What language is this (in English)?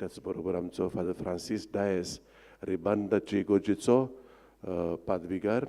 Konkani